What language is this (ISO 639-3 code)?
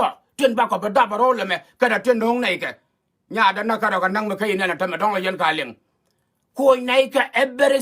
nus